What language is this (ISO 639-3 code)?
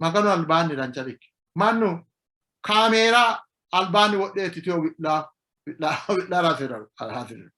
sid